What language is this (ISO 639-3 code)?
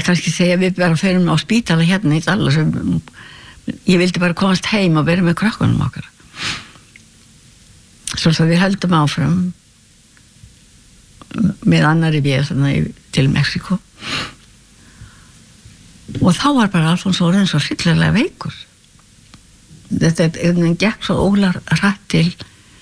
isl